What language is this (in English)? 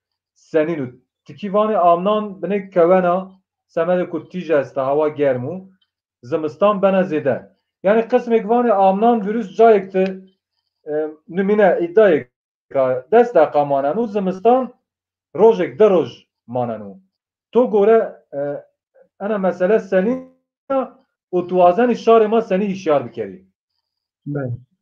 Zaza